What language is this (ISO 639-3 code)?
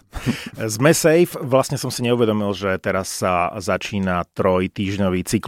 slk